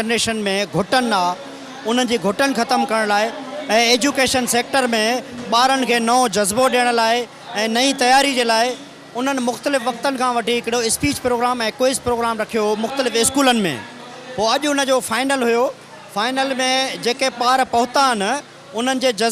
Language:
Sindhi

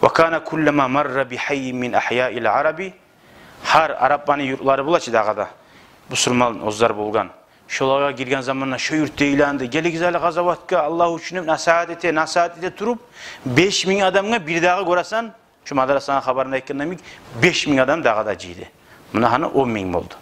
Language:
Kumyk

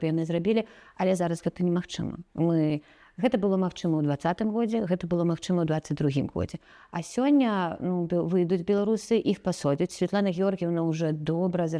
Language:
Belarusian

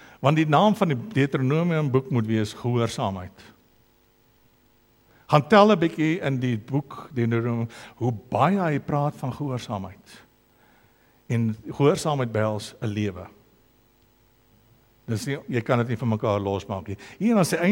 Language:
Afrikaans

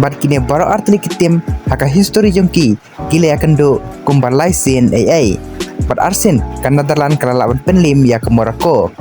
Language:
Khasi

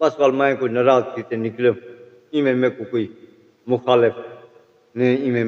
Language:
Saraiki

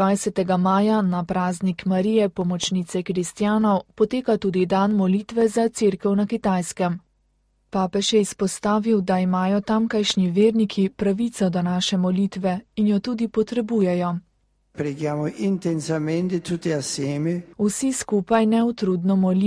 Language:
Slovenian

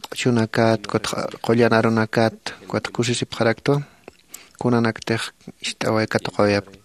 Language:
Aymara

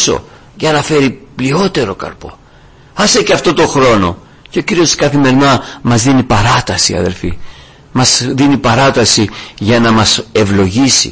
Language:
Greek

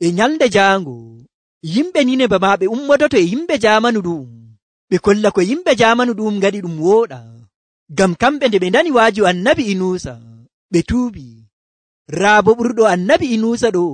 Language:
Nigerian Fulfulde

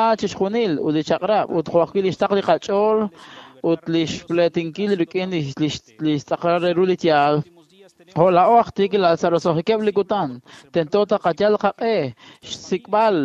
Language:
Kekchí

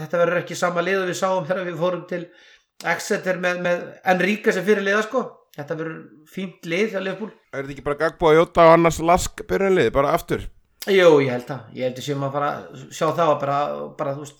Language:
Icelandic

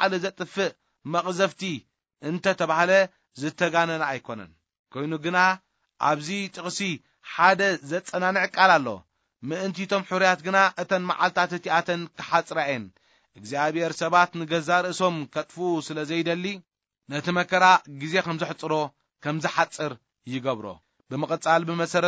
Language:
Tigrinya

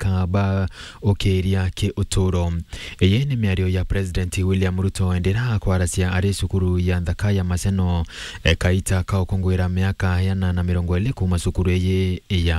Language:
Meru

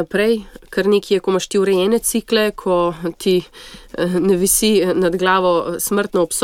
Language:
Slovenian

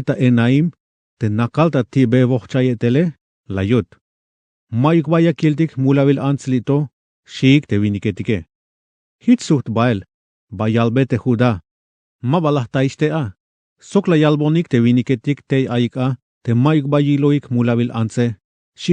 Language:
Tzeltal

